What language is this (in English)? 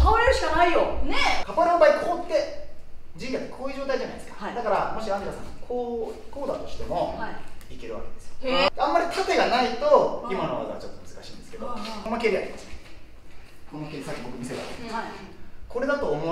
Japanese